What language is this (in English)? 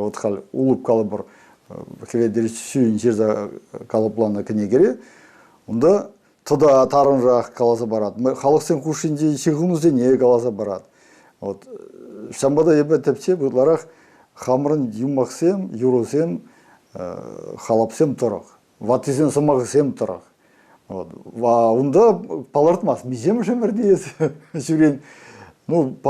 Chuvash